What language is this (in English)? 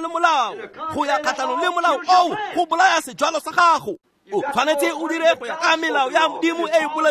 Tswana